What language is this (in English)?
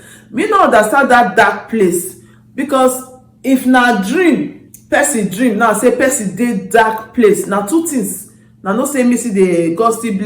Nigerian Pidgin